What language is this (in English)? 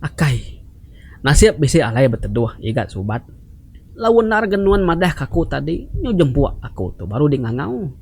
Iban